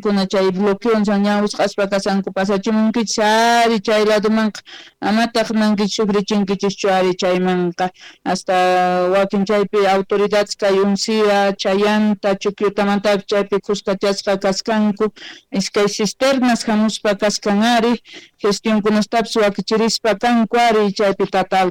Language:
South Bolivian Quechua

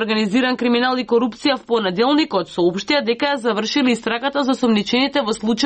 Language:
Macedonian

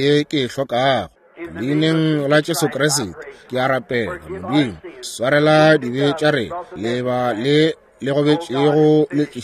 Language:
Northern Sotho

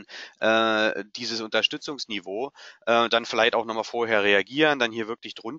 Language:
German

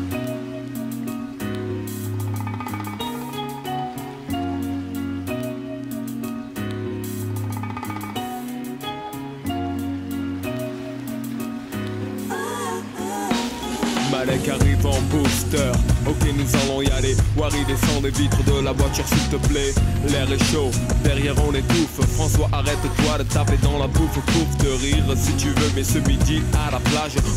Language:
French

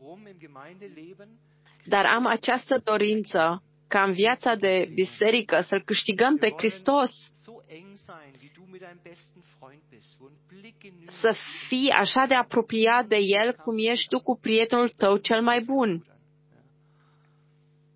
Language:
Romanian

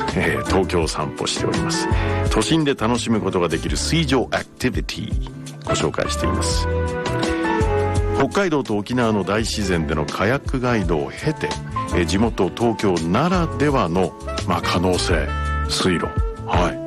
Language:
Japanese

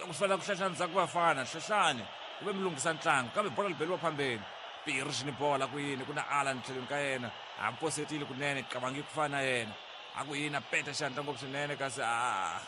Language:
Tsonga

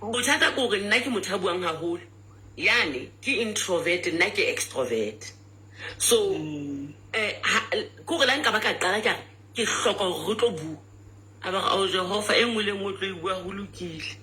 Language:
Southern Sotho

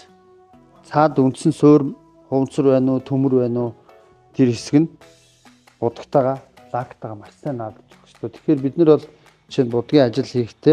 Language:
Mongolian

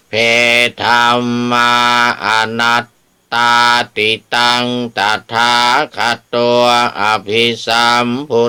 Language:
Pali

